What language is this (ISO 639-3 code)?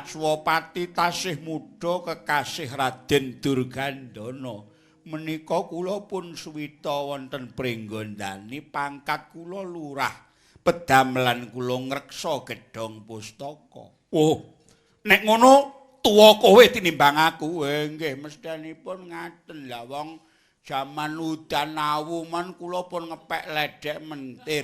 jav